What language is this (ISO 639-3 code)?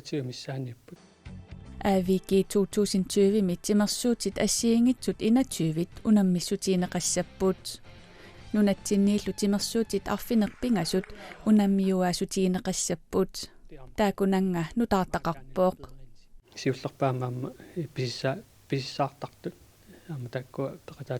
kal